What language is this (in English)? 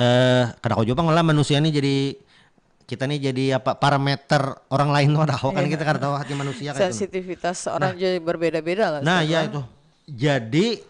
Banjar